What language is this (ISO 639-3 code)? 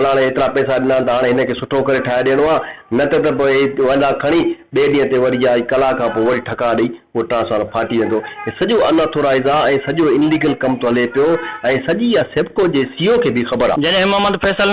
snd